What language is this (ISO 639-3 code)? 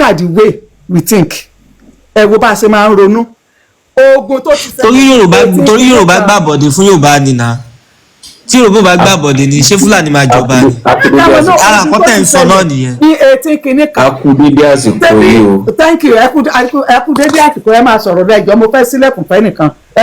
yor